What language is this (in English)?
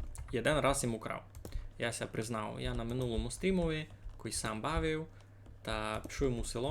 Rusyn